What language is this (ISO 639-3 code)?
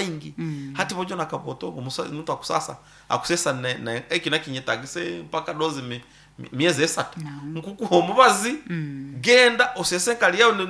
nyn